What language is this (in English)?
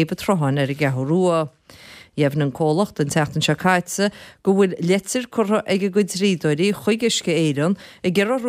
Irish